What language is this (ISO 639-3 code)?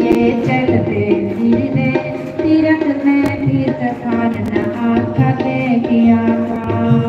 doi